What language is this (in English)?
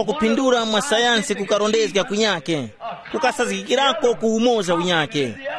Tumbuka